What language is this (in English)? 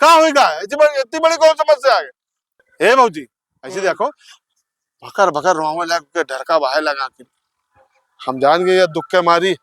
Awadhi